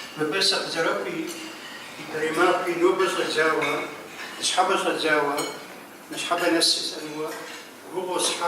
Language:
Kabardian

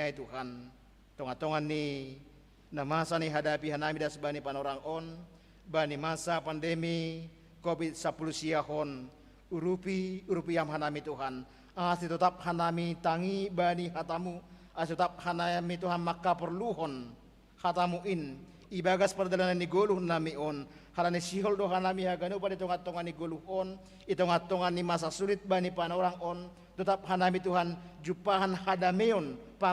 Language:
Batak Simalungun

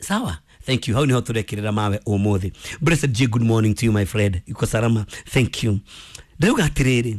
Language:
Kikuyu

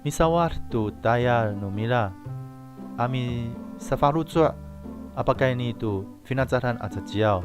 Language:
Amis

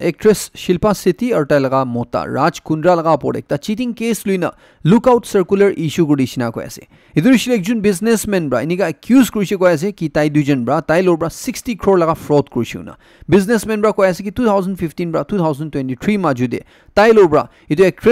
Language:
Naga Pidgin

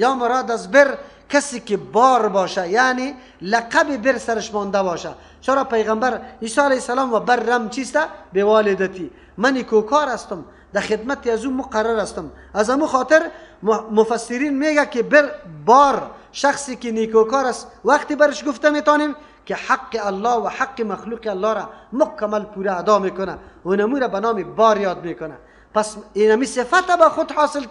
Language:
Persian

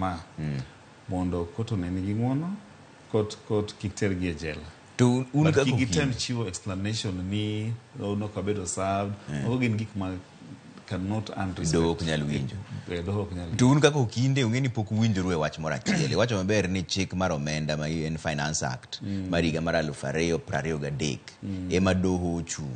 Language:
Luo (Kenya and Tanzania)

